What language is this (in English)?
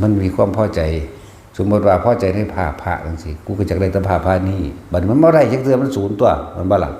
Northeastern Thai